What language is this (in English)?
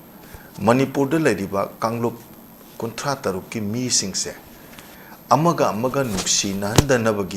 Manipuri